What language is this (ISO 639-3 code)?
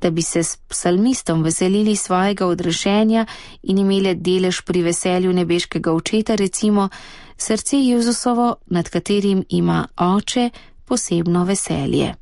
slv